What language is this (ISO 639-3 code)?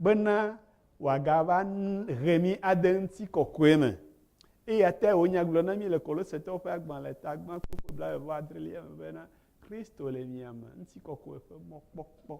ewe